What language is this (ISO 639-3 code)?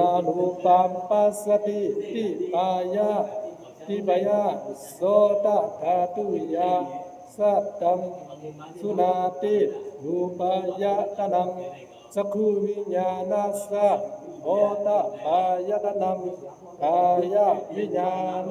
pli